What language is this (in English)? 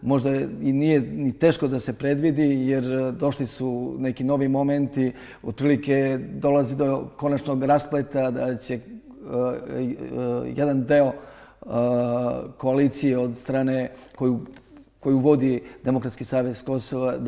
Serbian